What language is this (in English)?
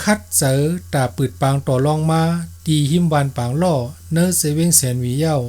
Shan